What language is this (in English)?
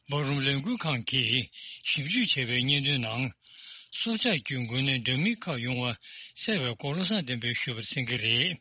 Tibetan